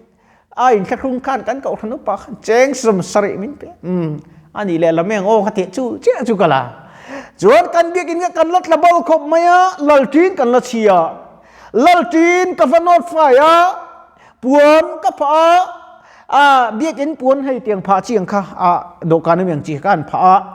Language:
Mizo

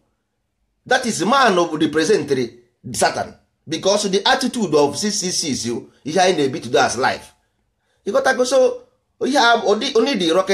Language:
Igbo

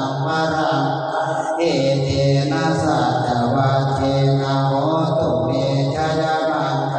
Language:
Pali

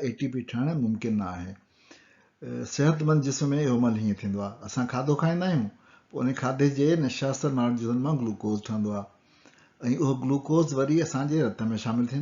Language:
Sindhi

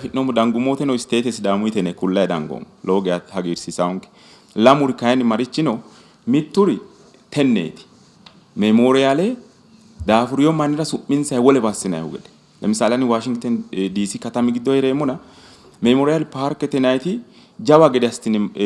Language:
Sidamo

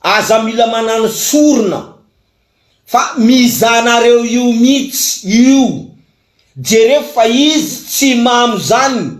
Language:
Malagasy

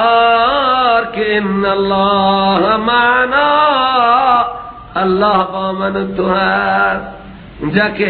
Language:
Persian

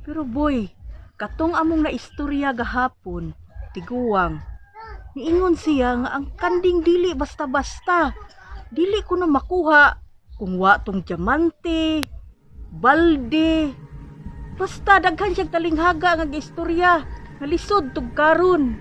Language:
Cebuano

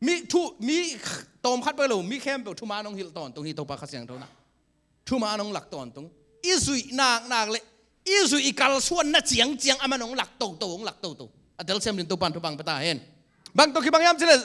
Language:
Tedim Chin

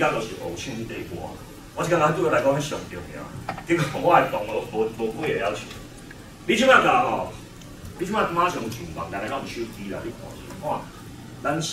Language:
Min Nan Chinese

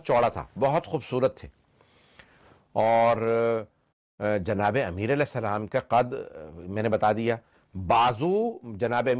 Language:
Urdu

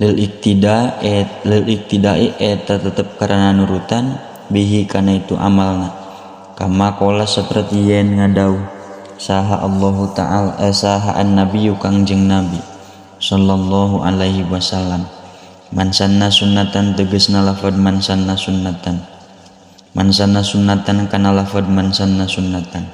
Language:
Sundanese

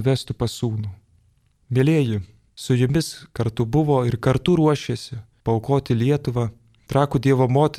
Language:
Lithuanian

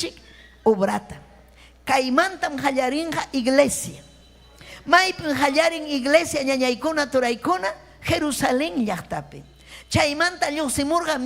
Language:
Ayacucho Quechua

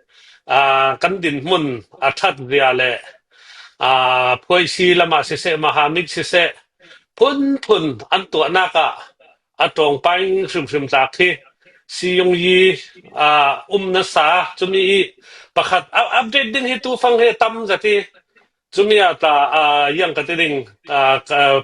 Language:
Hakha Chin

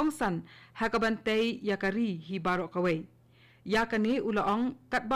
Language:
Khasi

